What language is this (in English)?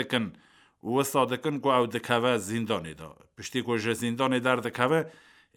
Kurdish